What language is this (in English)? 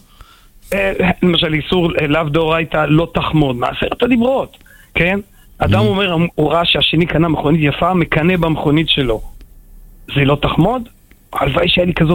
Hebrew